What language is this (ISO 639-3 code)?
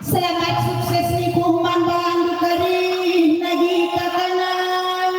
btx